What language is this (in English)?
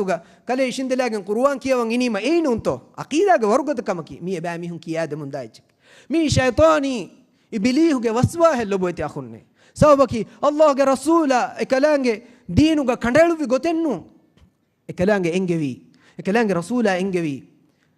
Divehi